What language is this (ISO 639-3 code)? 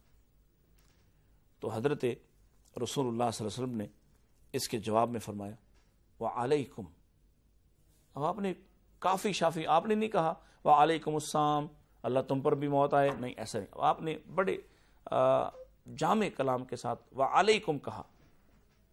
urd